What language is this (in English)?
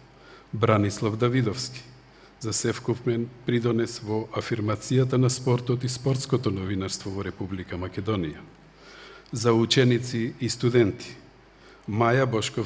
Macedonian